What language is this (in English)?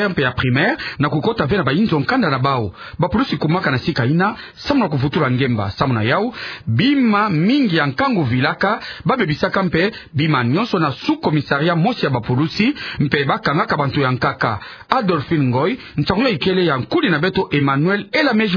Kituba (Democratic Republic of Congo)